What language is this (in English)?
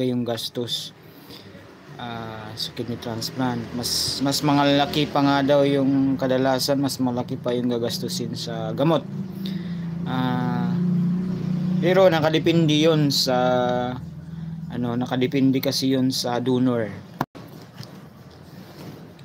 Filipino